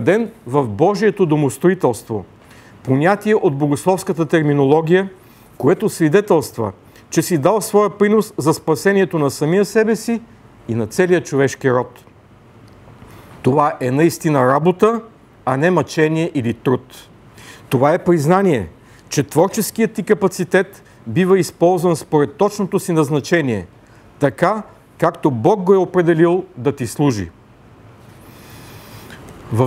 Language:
Bulgarian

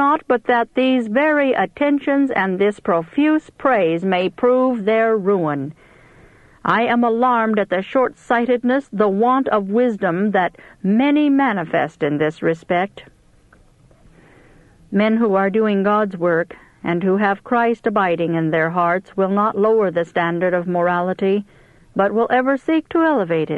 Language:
English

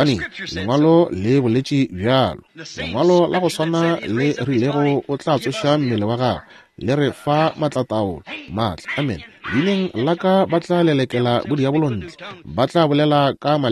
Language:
Northern Sotho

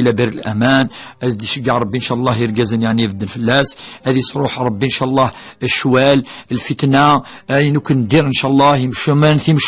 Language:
Kabyle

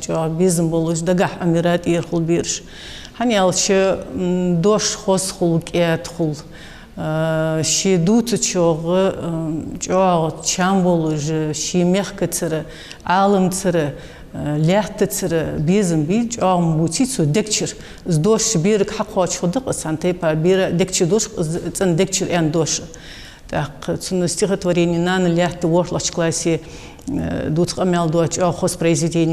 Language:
Ingush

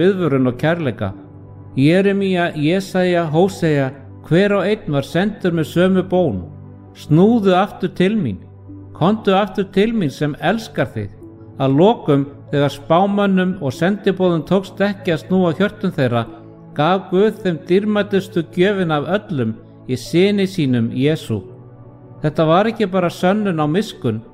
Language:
Icelandic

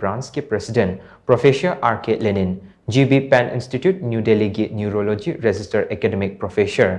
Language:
Manipuri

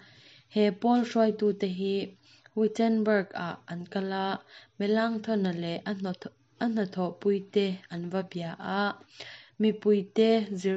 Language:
Mizo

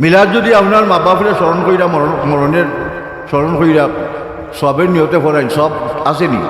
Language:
Sylheti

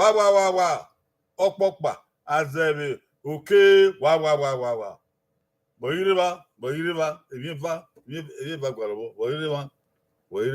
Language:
Bini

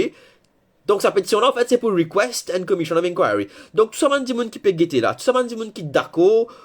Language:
Morisyen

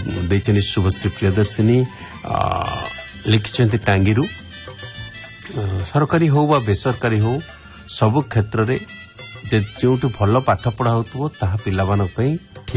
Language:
Odia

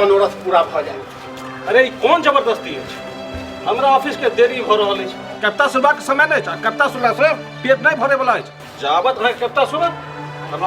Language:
Maithili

